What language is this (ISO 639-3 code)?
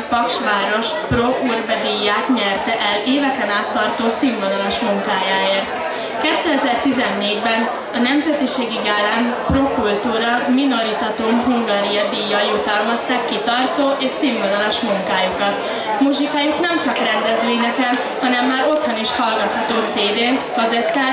hun